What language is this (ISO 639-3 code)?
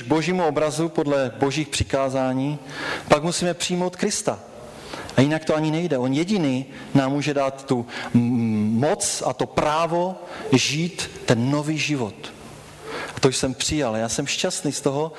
ces